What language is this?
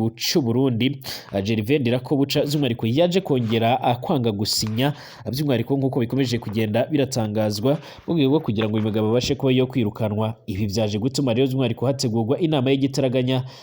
Rundi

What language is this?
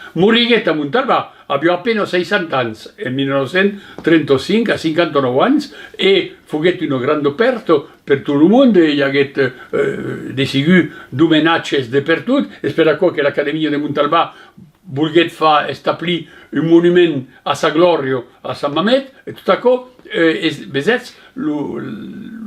Occitan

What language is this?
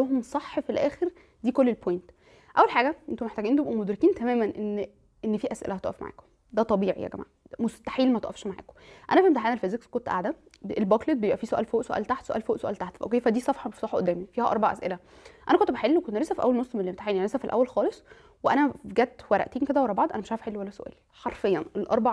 Egyptian Arabic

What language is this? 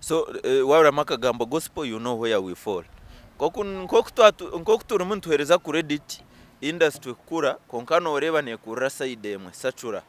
Nyankole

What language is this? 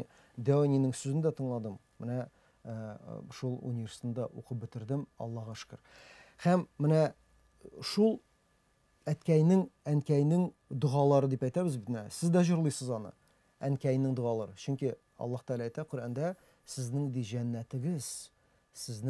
Tatar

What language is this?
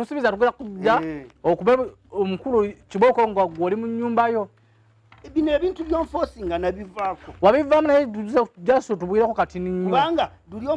Ganda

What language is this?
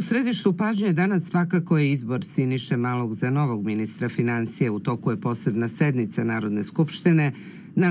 Serbian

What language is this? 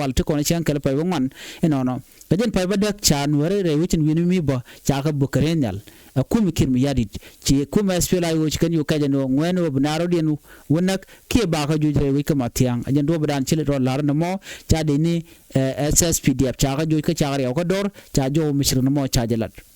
Nuer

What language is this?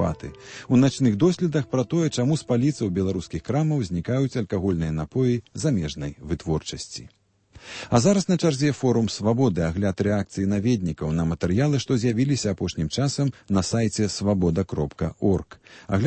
Belarusian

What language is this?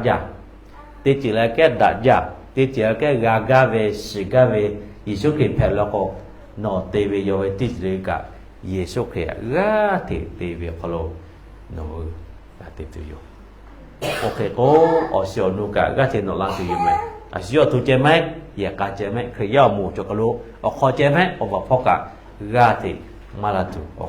Lahu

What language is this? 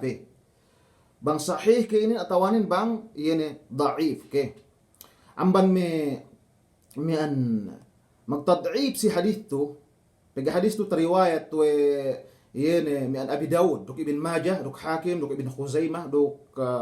Yakan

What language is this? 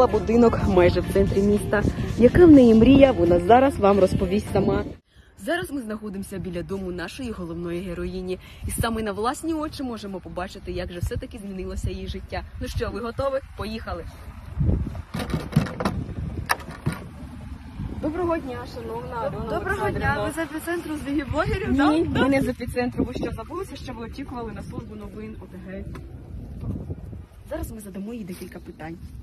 Ukrainian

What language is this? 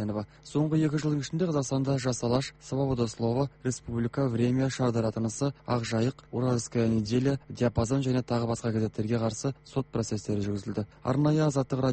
Kazakh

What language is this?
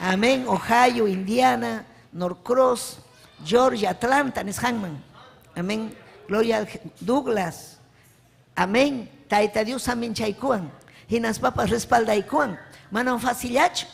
Ayacucho Quechua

